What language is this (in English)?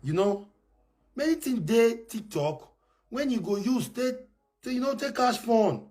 Nigerian Pidgin